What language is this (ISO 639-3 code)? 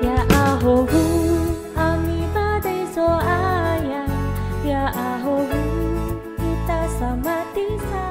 nia